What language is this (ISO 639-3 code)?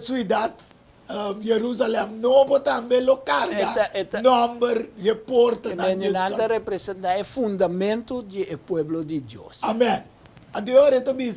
pap